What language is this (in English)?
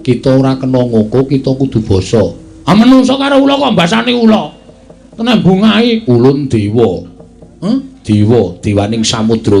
Javanese